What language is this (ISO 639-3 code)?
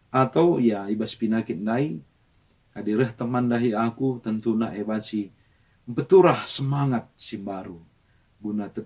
btx